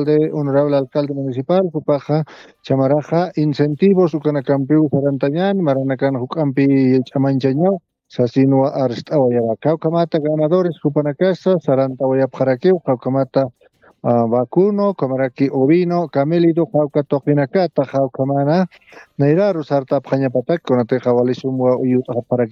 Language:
Aymara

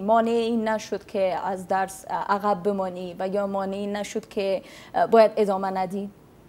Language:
Persian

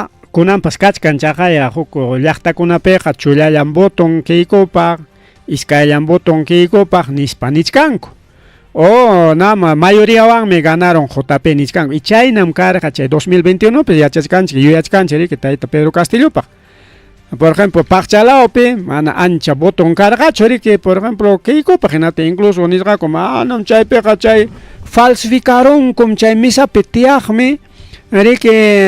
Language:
Ayacucho Quechua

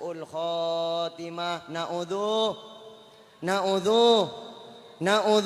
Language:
Madurese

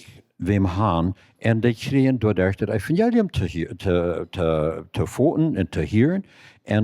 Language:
Plautdietsch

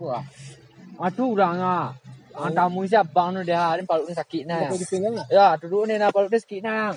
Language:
Minangkabau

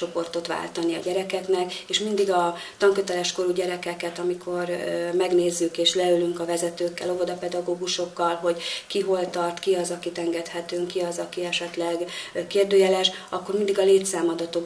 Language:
Hungarian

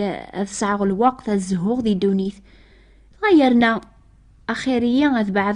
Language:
Kabyle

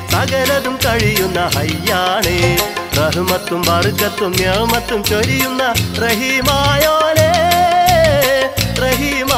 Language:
Malayalam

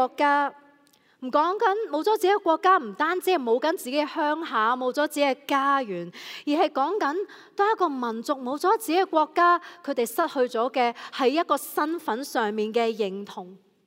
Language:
Cantonese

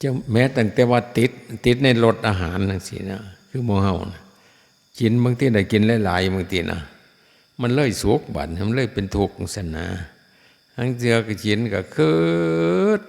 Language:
Northeastern Thai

